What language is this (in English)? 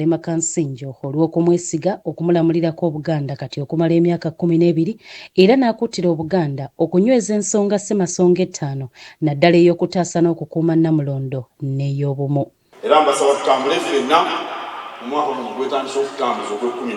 Ganda